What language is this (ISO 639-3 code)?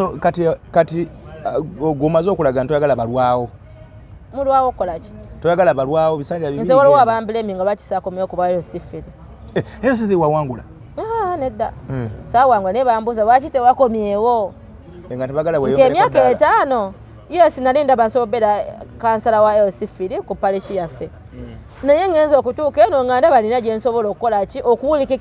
lug